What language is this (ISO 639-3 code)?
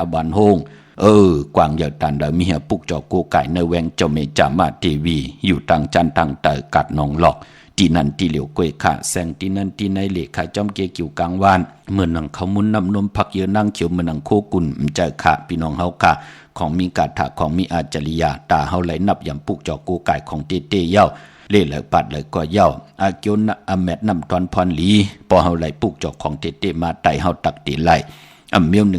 shn